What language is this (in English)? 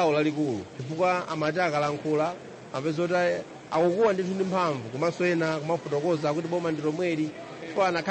Nyanja